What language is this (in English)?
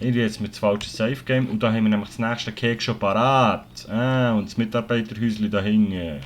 Swiss German